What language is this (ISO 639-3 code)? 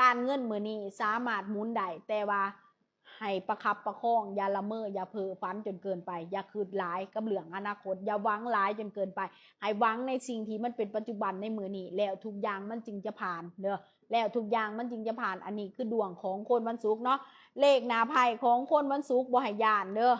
lao